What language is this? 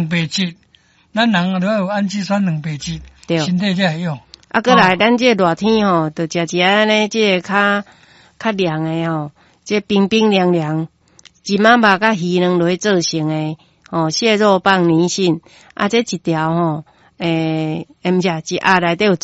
Min Nan Chinese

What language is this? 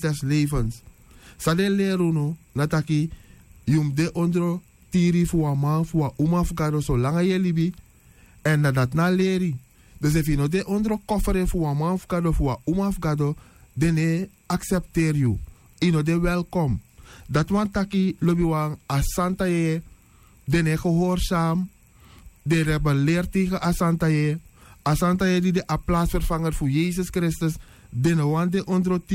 Sranan Tongo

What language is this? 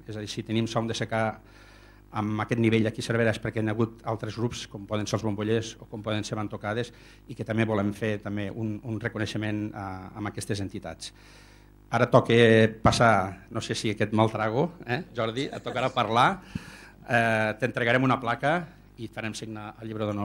Catalan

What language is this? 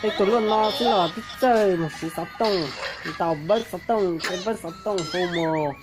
Hmong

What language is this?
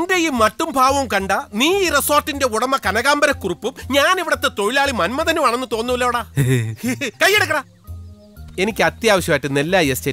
Malayalam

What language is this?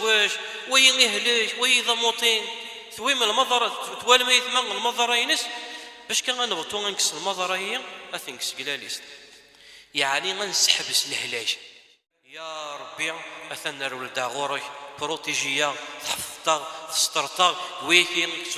Kabyle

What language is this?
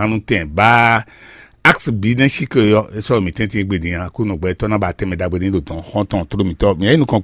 Fon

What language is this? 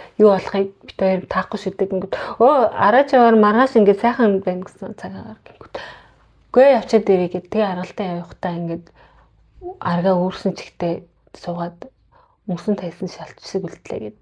Mongolian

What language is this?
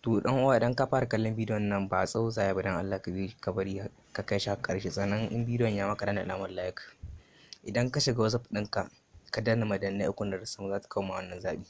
Hausa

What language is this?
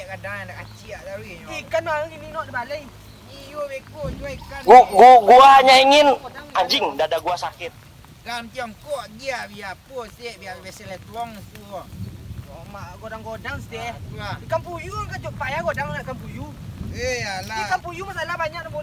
Minangkabau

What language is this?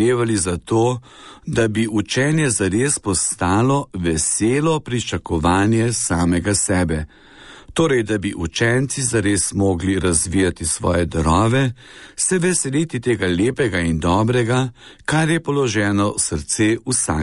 Slovenian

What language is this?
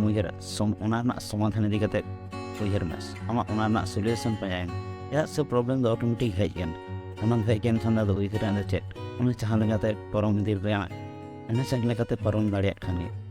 Santali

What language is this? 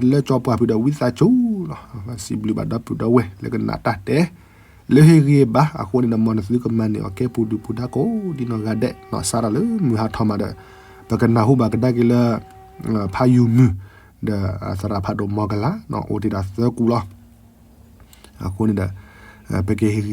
S'gaw Karen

